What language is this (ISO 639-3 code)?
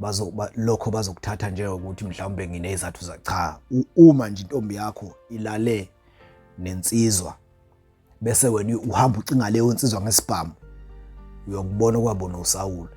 zul